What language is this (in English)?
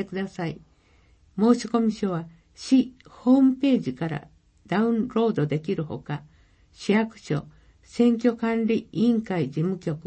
Japanese